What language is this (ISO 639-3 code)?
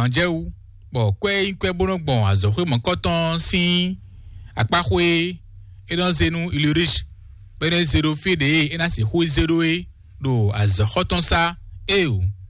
fon